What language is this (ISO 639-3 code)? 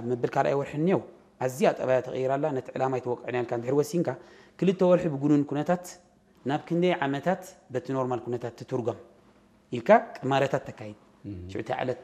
tir